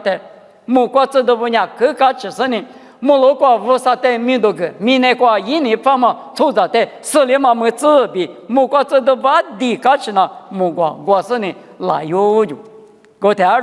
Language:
Lisu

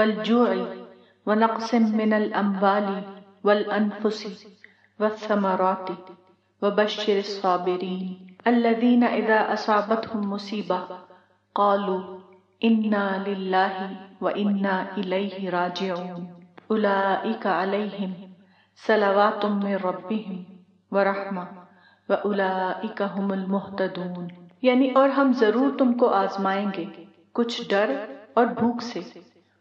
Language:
Urdu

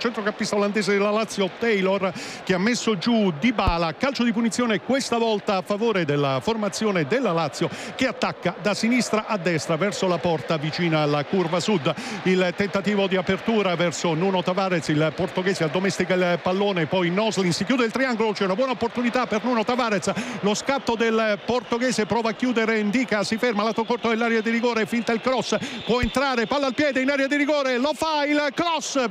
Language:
Italian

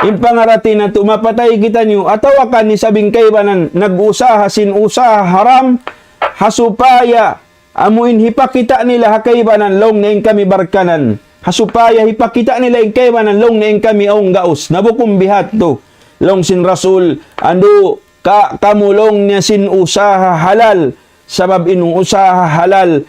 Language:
Tausug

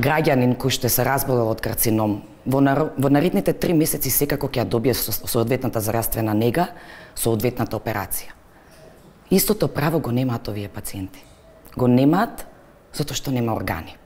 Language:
Macedonian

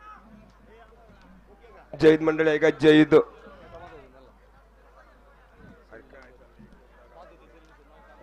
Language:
Marathi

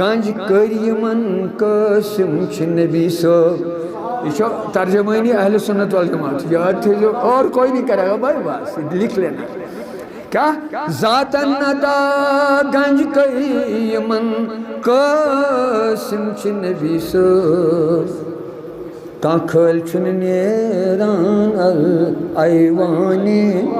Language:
Kashmiri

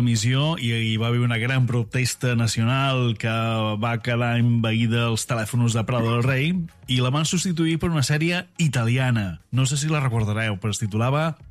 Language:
Catalan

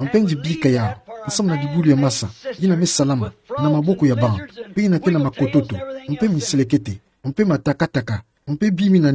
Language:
Kituba (Democratic Republic of Congo)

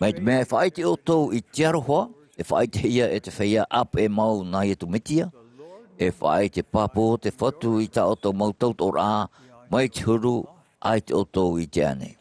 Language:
Tahitian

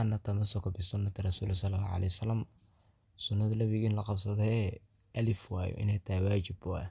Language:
Somali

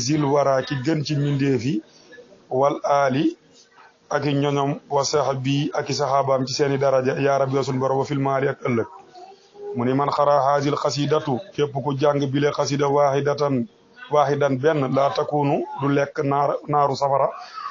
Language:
Wolof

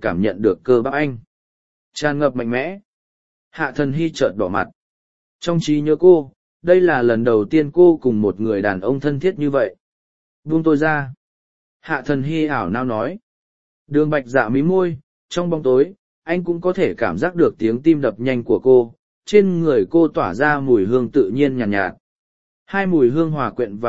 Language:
Vietnamese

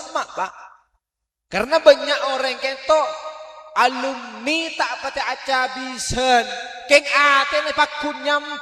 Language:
Madurese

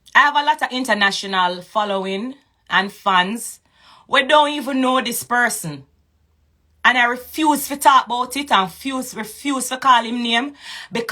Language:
Jamaican Creole English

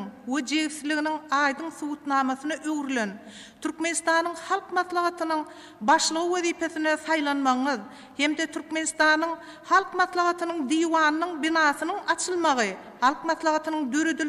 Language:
Turkmen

